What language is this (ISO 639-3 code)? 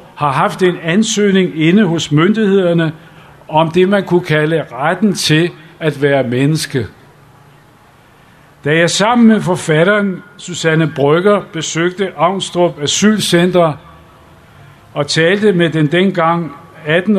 dan